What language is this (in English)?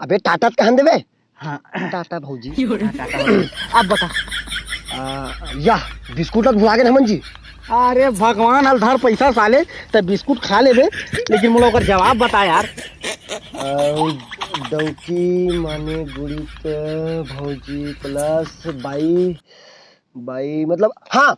Chhattisgarhi